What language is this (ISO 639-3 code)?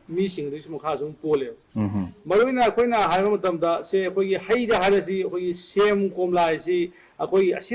mni